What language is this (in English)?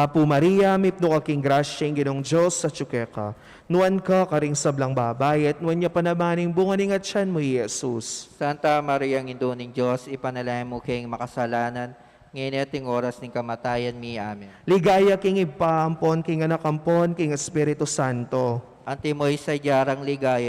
Pampanga